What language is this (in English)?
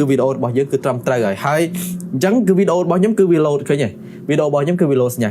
Khmer